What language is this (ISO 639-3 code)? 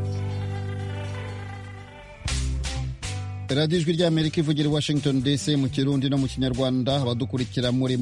kin